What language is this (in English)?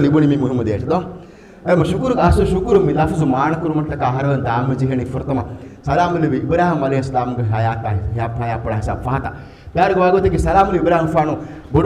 Divehi